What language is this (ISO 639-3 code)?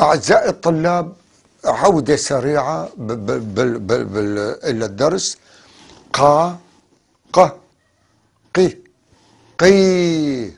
apc